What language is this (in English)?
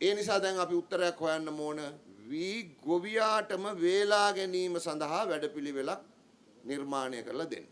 Sinhala